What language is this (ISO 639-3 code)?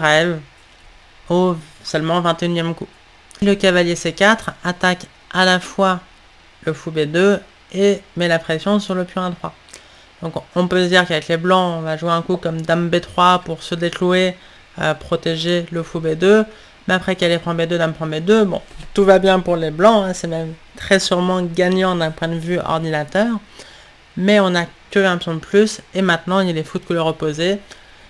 fra